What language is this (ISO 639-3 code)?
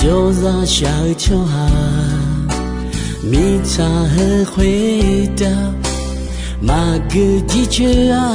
ahk